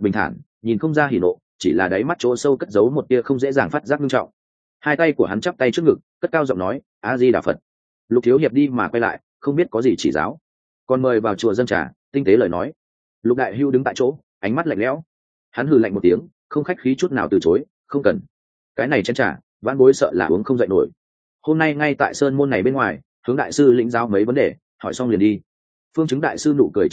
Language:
Vietnamese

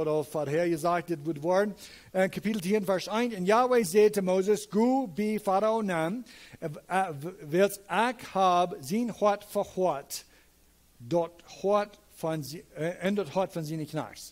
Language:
Plautdietsch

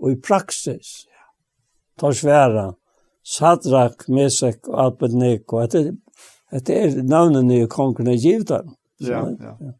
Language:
Faroese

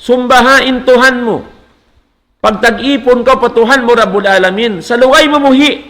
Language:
Tausug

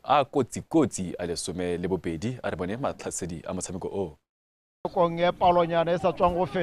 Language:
Tswana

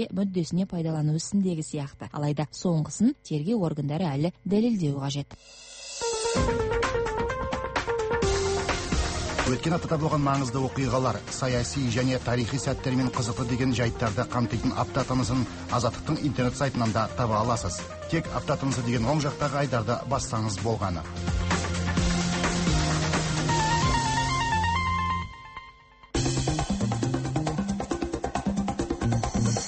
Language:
Kazakh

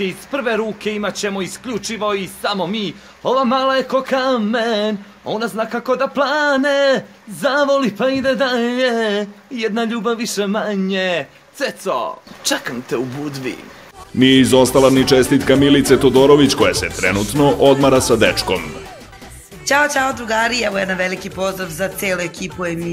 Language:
Serbian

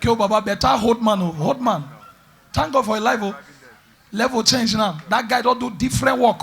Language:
Nigerian Pidgin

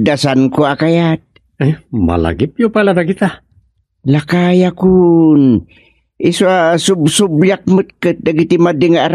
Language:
Iloko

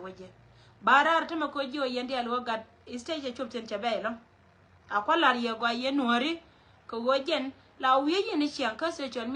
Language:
Nuer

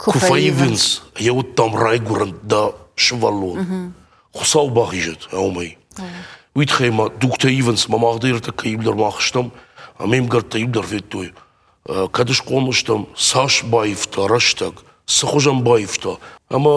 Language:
Ossetic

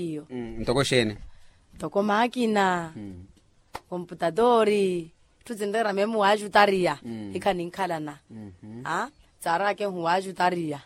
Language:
Makhuwa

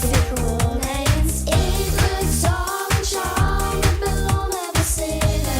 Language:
Limburgish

